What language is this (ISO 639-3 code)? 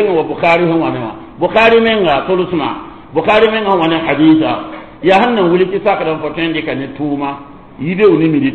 mos